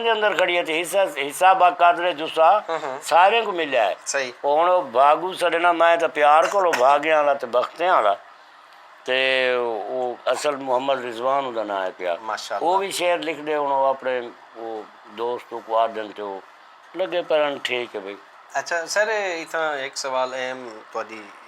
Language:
Saraiki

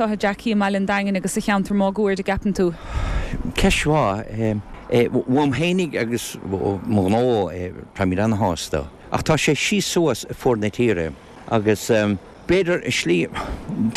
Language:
Irish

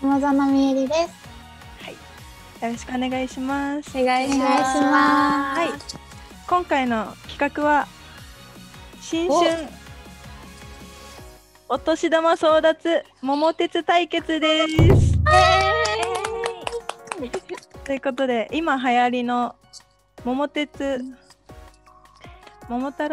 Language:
Japanese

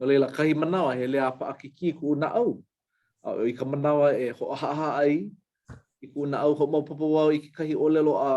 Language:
Hawaiian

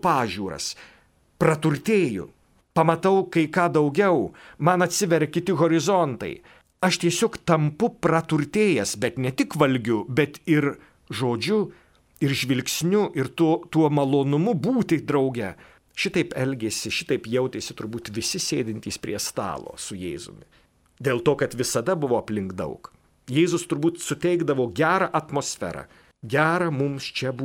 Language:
Lithuanian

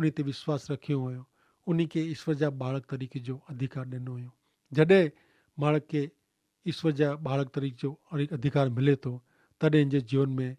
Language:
Kachhi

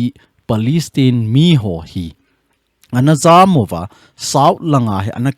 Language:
Thado Chin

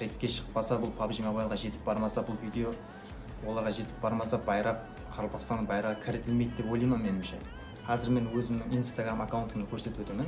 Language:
Kara-Kalpak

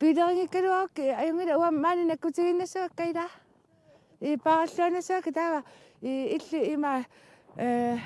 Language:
Kalaallisut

